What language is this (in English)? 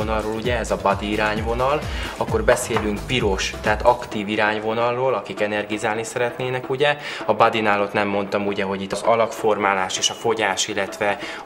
Hungarian